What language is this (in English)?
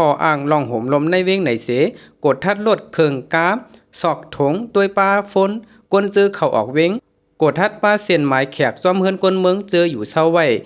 Shan